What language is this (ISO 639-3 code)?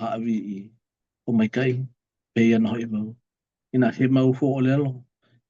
haw